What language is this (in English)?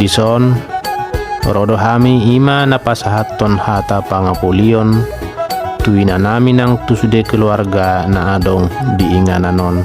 Batak Toba